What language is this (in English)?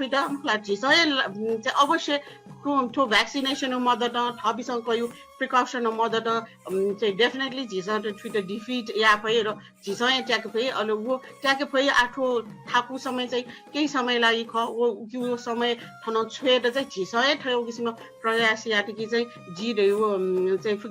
Newari